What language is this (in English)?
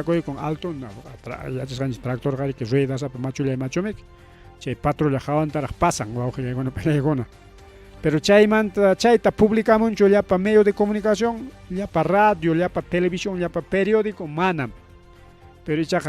Ayacucho Quechua